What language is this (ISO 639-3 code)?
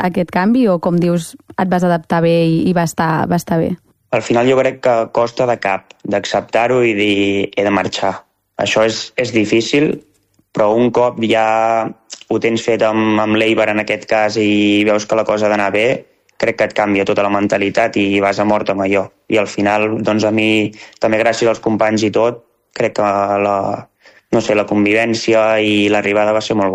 cat